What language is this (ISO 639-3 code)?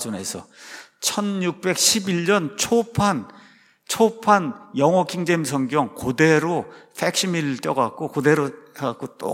kor